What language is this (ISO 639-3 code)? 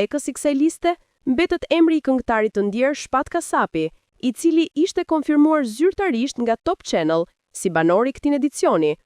sqi